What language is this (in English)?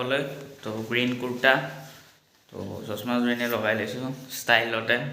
Assamese